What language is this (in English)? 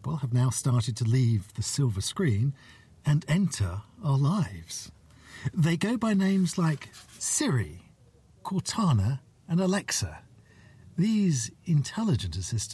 English